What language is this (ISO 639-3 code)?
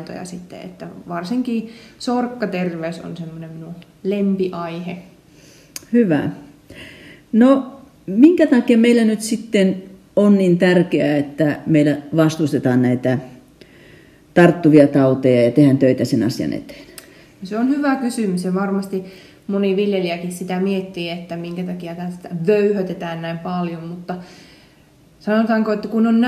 fin